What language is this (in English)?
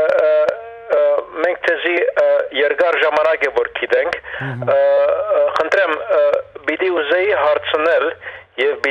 Western Armenian